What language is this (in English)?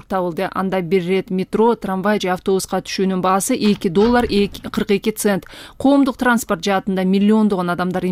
Kyrgyz